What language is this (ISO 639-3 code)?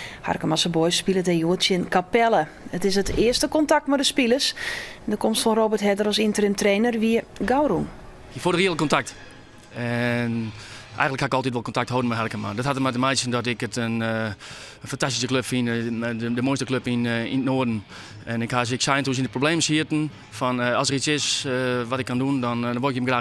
fry